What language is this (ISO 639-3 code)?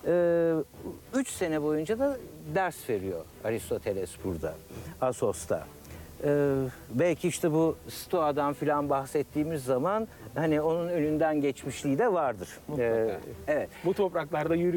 tur